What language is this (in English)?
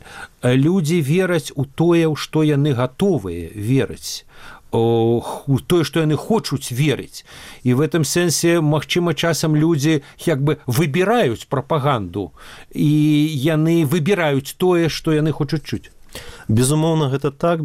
Belarusian